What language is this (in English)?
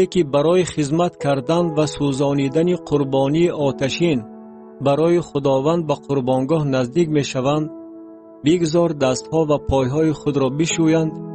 Tajik